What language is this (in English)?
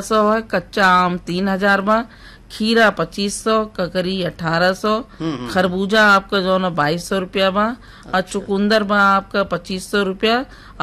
Bhojpuri